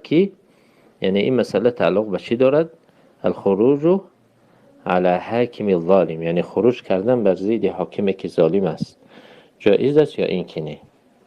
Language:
Tajik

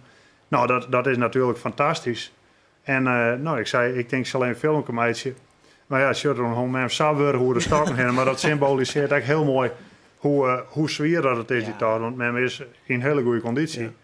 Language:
Western Frisian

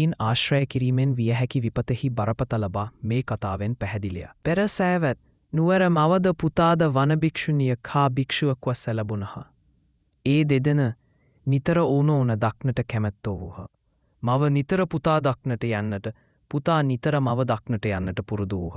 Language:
Sinhala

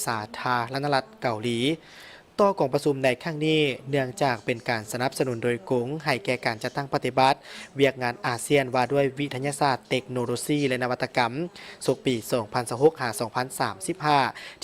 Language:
Lao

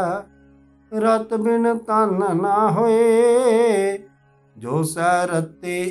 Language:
Punjabi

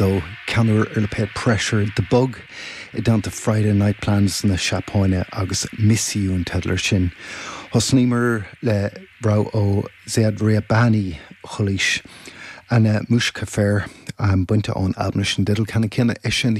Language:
Irish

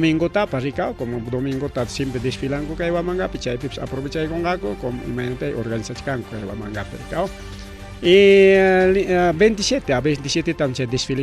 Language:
Ayacucho Quechua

